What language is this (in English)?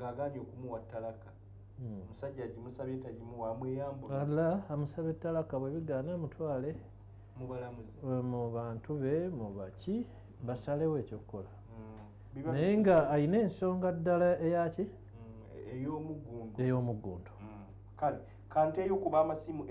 Ganda